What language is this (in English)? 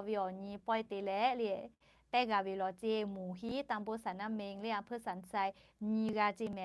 Lahu